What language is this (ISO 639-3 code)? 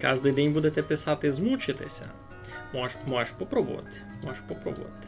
rue